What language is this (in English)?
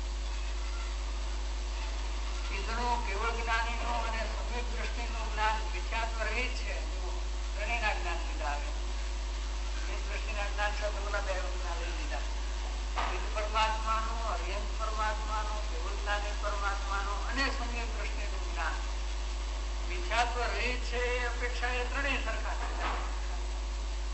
Gujarati